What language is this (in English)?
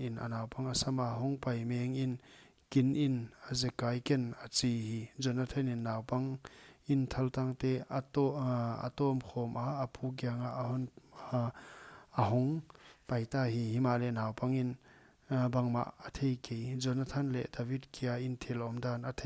Paite Chin